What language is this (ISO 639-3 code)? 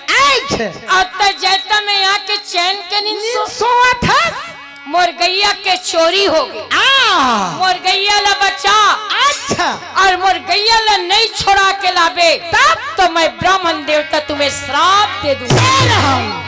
hne